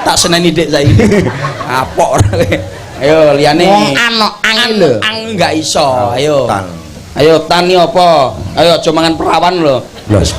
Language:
Javanese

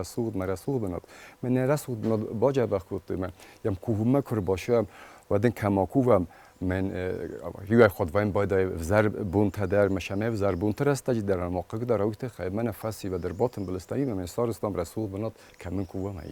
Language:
Ossetic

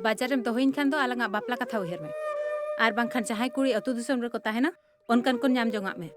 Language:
Santali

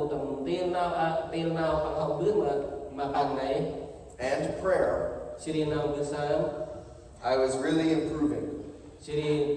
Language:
Central Mnong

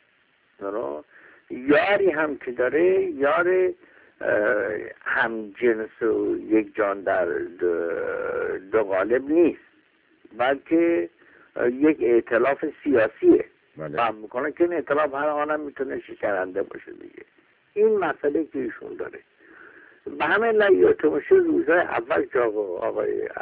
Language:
Persian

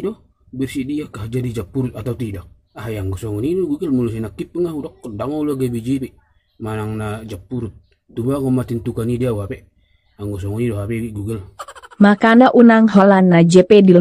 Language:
Batak Toba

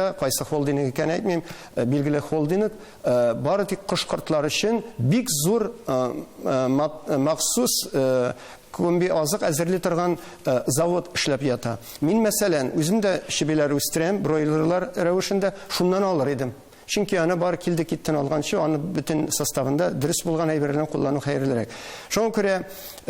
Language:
Tatar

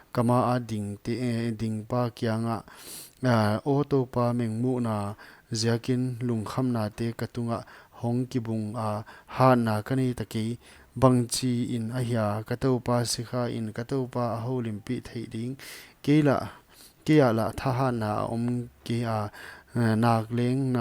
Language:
Paite Chin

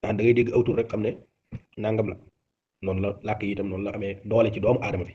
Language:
Wolof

